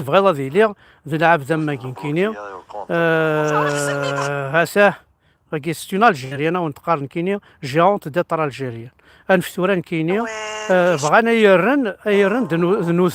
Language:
Kabyle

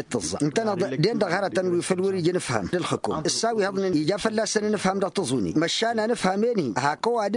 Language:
Tamasheq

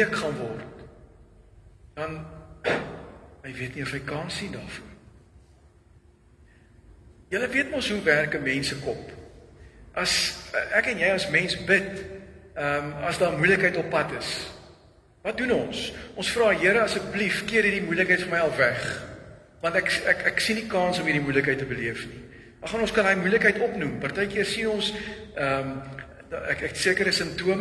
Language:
Afrikaans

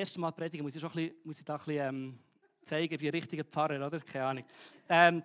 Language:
Swiss German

